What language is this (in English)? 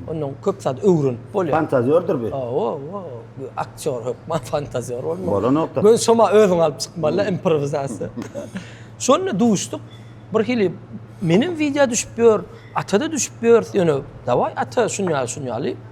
Turkmen